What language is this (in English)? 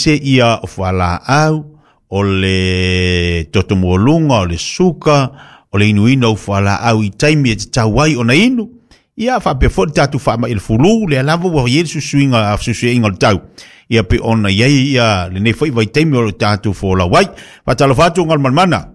Samoan